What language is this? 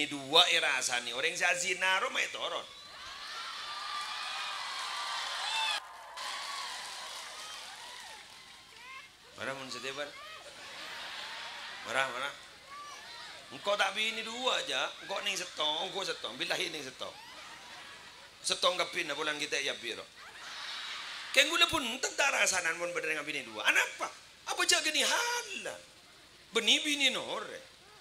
Madurese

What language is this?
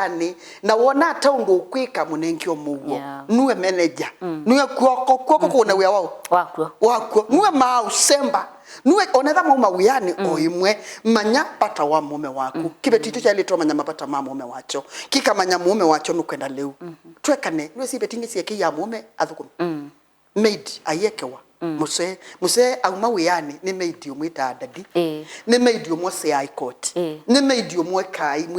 Kamba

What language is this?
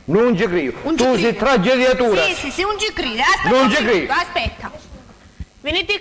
Sicilian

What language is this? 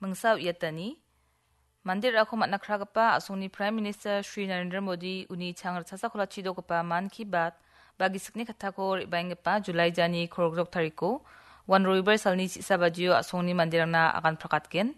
Garo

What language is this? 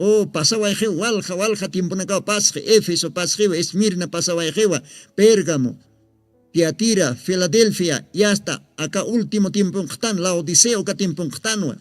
Aymara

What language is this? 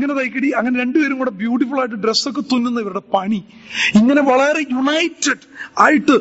Malayalam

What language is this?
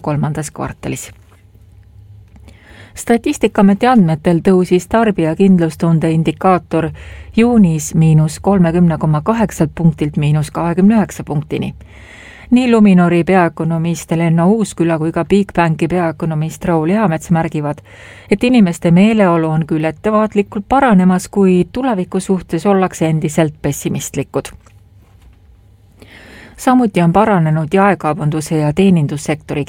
Estonian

